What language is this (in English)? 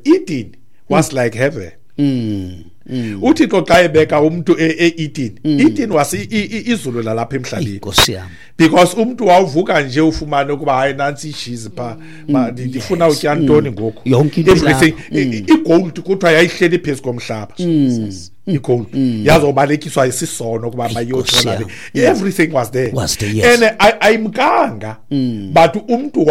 Xhosa